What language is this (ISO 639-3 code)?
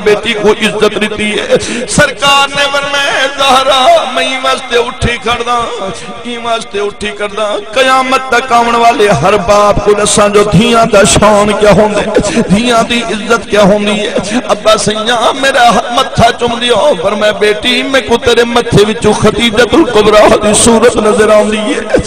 skr